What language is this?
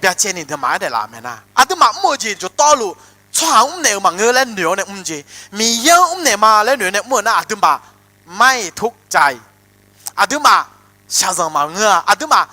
Akha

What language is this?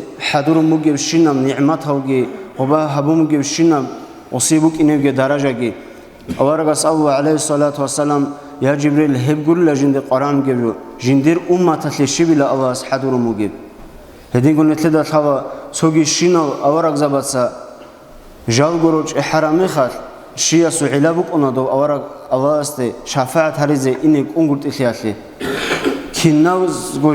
Avaric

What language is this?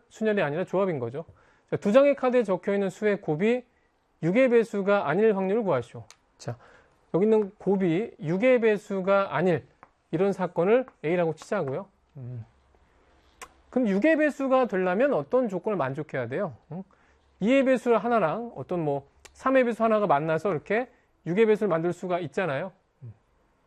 Korean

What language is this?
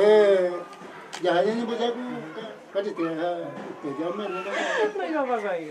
Guarani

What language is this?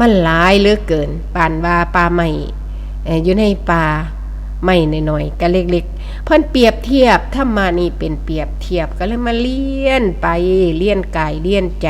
Northeastern Thai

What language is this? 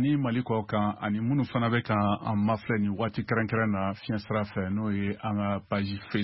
Bambara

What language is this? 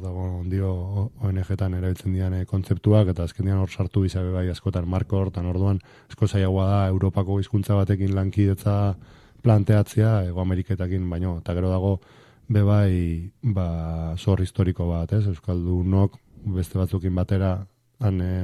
Basque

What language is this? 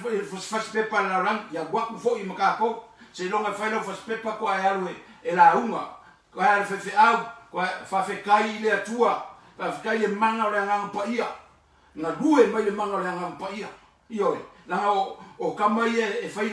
Samoan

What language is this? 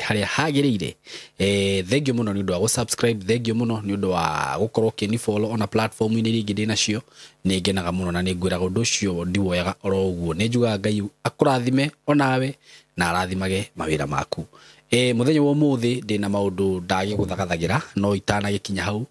Kikuyu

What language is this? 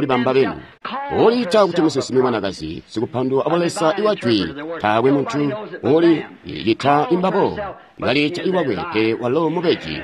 Tonga (Zambia)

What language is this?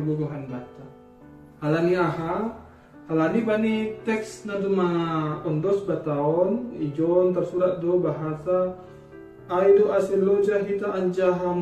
Batak Simalungun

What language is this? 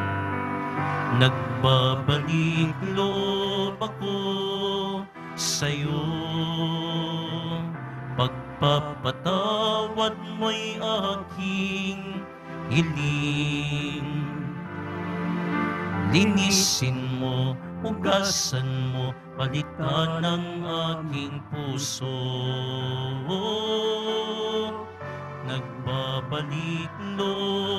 Filipino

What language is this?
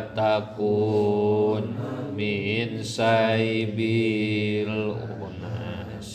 Sundanese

